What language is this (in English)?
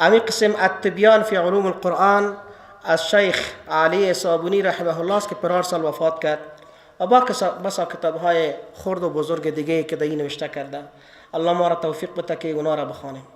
Persian